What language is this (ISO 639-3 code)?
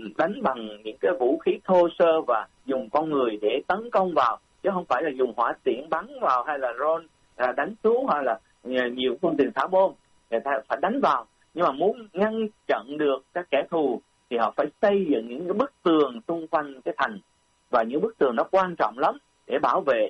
vie